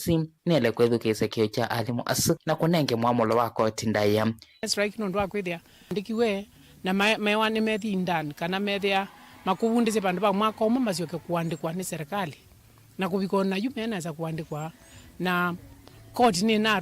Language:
Kamba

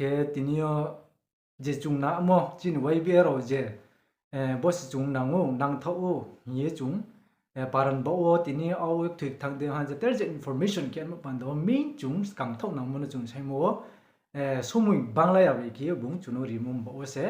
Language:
Riang (India)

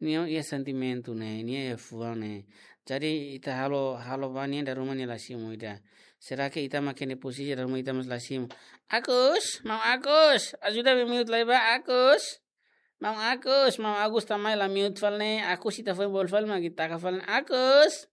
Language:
Tetum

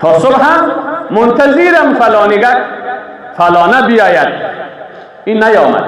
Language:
Persian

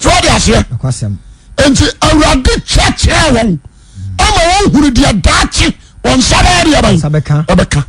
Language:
Akan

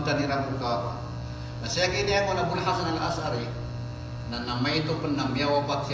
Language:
Maranao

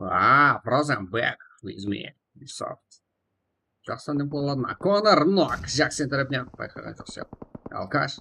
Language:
Kara-Kalpak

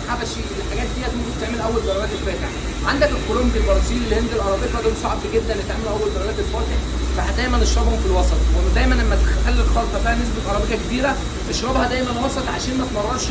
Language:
Egyptian Arabic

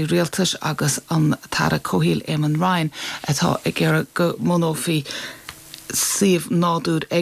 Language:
Irish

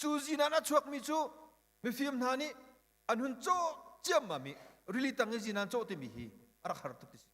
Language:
Hakha Chin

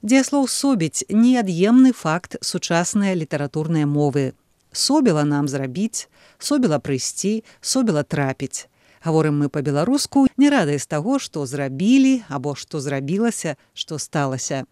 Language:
Belarusian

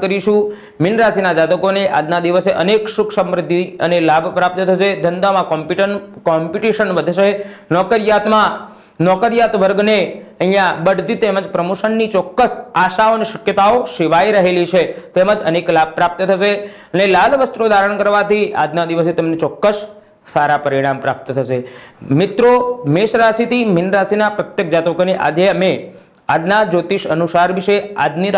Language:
Gujarati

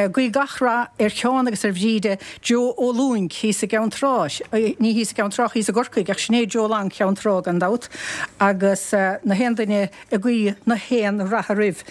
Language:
Irish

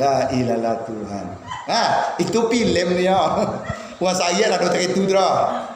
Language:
Minangkabau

